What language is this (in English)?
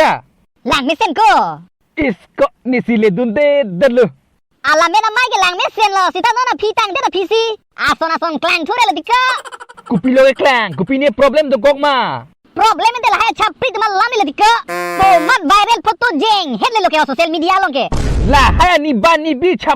Karbi